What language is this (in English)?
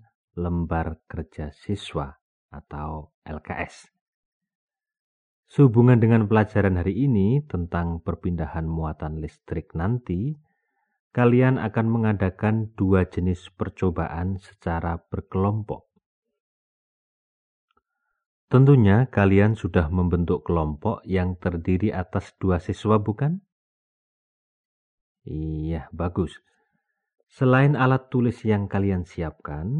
Indonesian